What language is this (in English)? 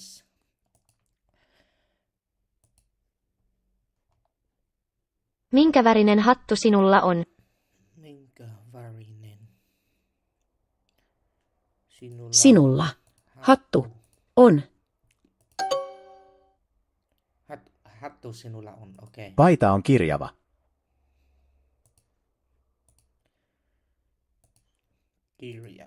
Finnish